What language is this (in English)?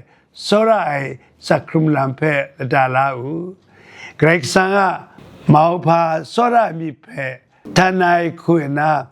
Kachin